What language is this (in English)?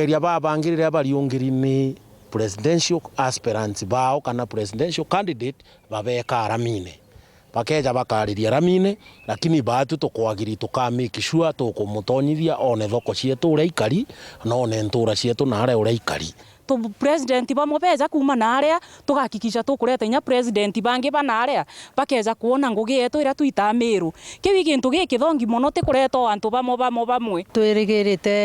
Meru